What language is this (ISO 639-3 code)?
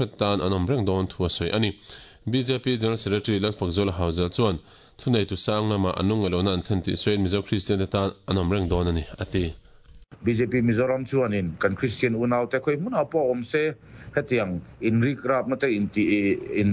lus